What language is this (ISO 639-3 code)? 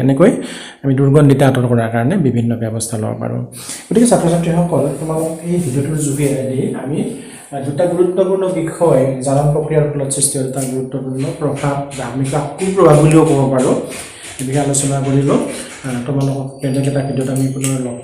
asm